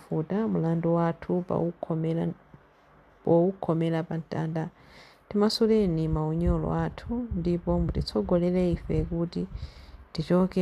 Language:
Nyanja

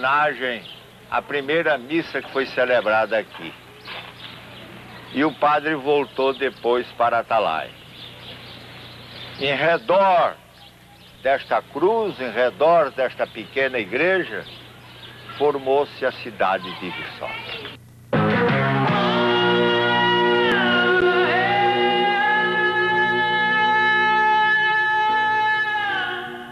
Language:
Portuguese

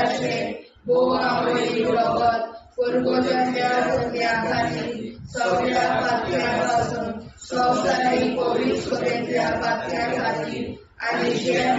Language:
Konkani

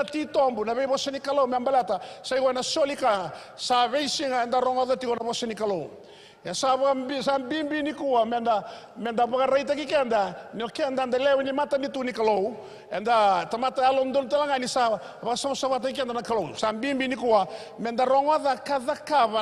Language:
Fijian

